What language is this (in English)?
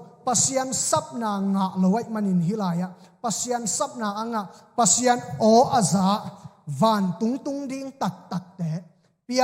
Tedim Chin